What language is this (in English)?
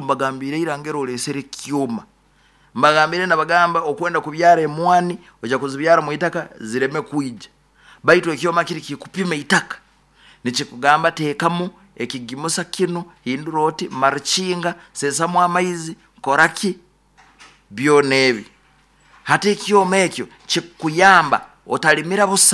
Nyoro